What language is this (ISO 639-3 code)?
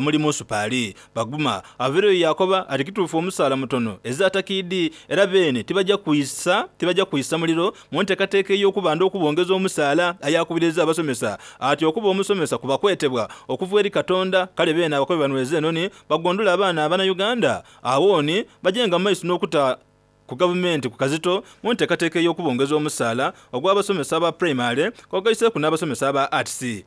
xog